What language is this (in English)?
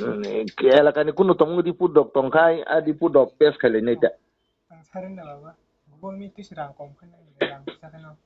Kok Borok